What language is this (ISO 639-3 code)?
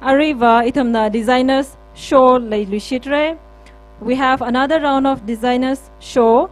nmf